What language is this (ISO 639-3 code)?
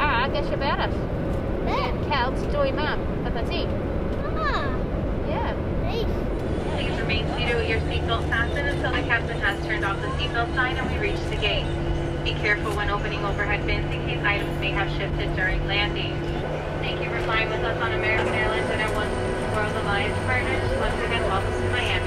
cym